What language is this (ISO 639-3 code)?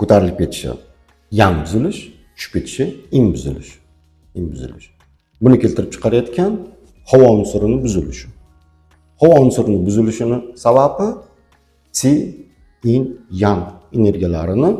uzb